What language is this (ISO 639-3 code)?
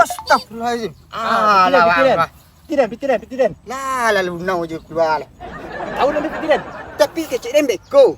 min